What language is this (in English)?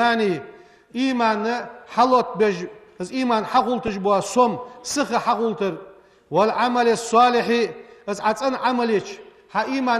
Ingush